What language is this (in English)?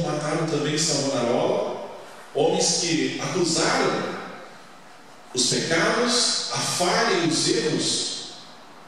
Portuguese